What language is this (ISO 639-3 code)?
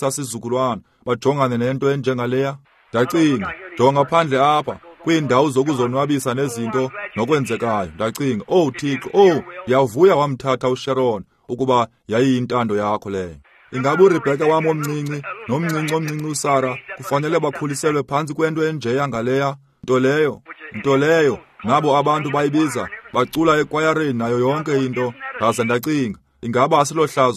xho